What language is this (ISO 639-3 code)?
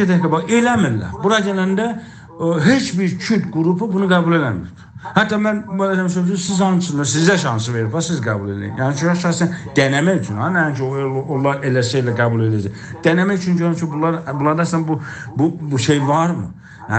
azb